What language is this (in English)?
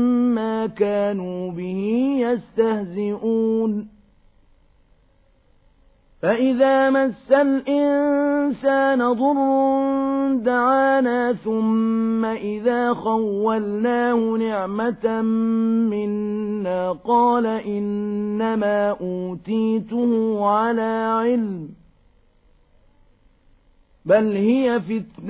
Arabic